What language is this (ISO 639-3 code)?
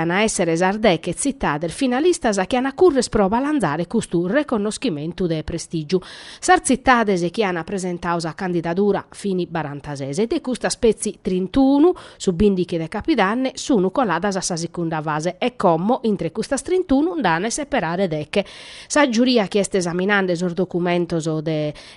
srd